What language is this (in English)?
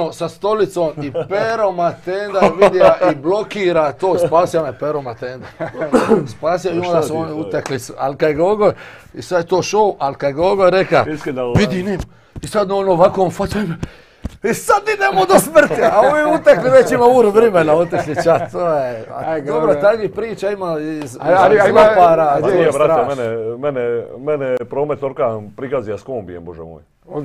Croatian